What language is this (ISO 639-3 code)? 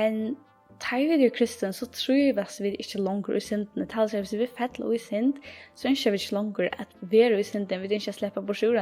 fao